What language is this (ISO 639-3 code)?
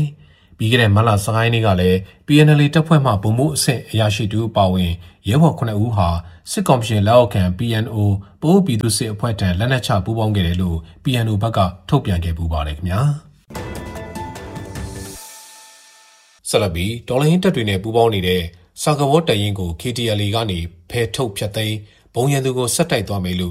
mya